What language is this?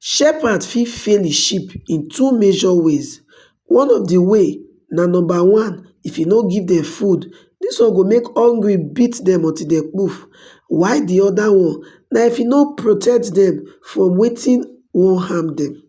Nigerian Pidgin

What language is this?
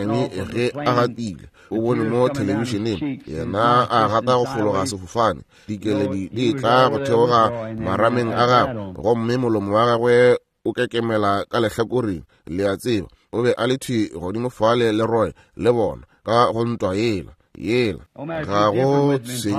Northern Sotho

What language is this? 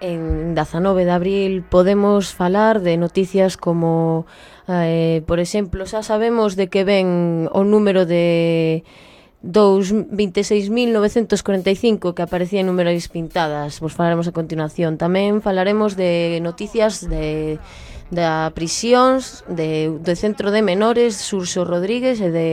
Galician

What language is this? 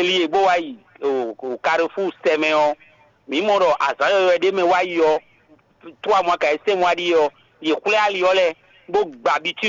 Fon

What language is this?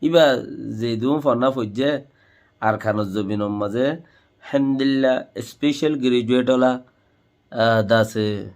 Rohingya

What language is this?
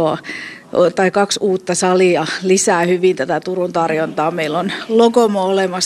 Finnish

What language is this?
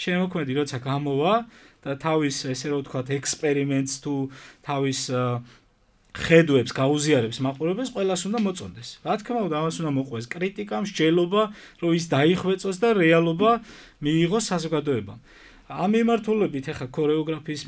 Georgian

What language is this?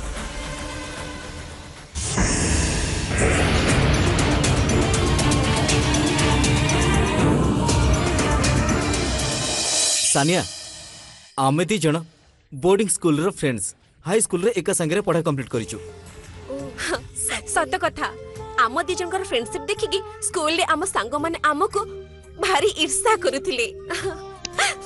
Odia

